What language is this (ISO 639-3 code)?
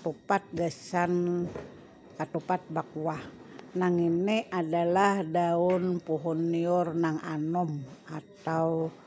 bjn